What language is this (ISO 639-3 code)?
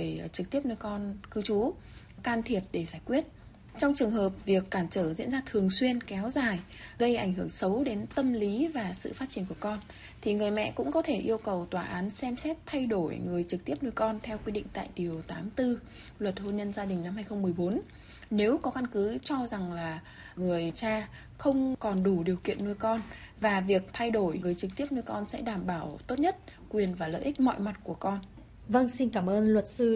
vie